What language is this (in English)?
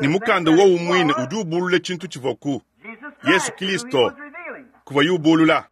Luba-Lulua